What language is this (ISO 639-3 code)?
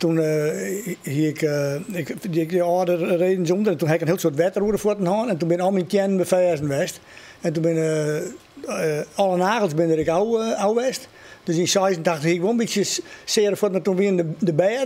fry